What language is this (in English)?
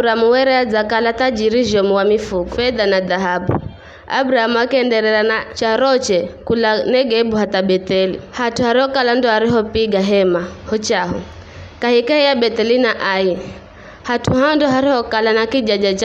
Giryama